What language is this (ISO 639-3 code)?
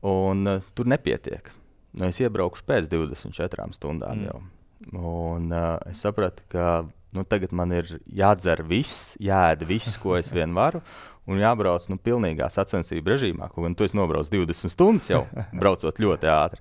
lav